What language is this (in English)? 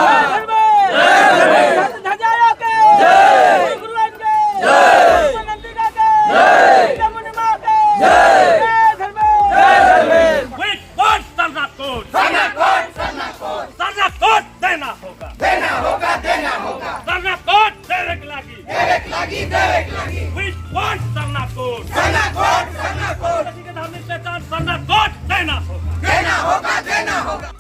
Sadri